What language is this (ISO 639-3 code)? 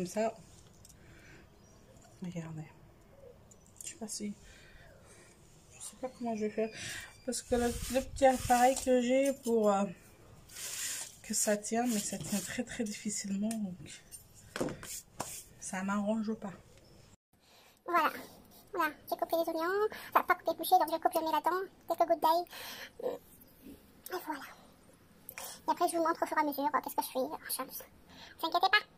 fra